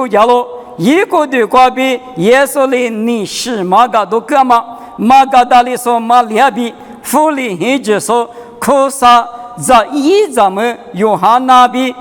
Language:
Lisu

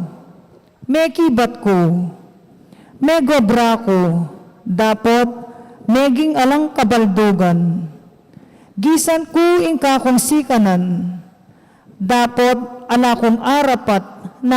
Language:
Pampanga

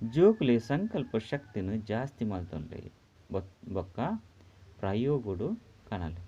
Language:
Tulu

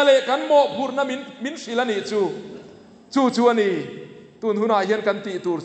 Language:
Mizo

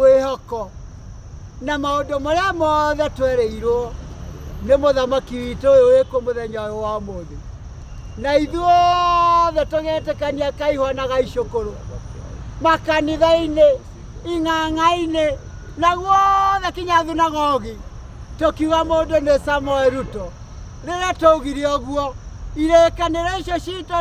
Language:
Kikuyu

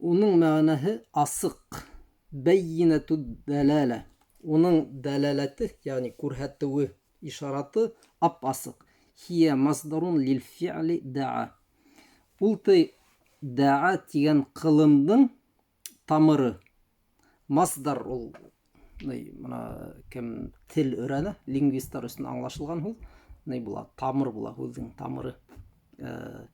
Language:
Bashkir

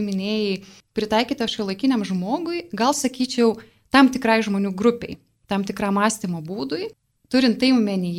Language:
Lithuanian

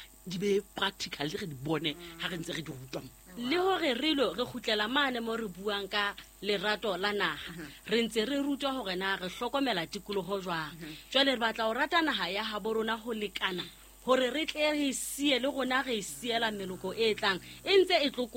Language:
Southern Sotho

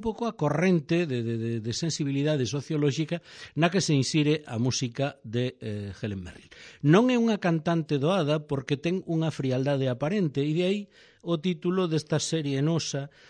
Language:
Galician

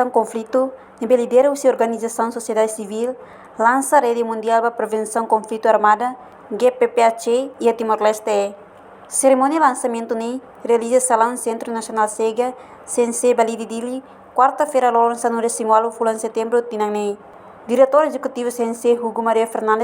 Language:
Tetum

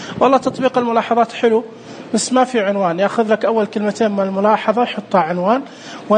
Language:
Najdi Arabic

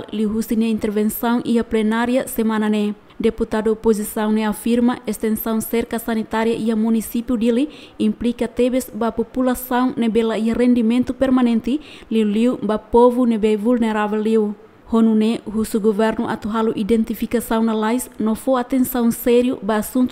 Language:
Tetum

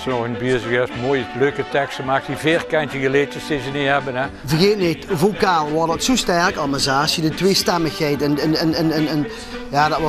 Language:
Limburgish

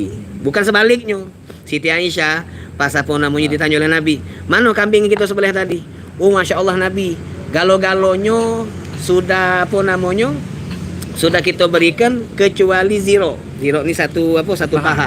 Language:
Musi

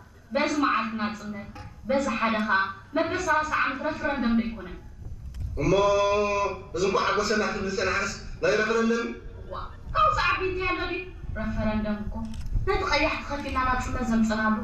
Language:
Tigrinya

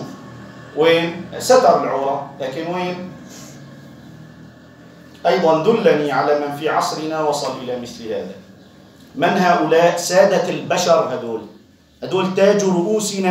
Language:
Arabic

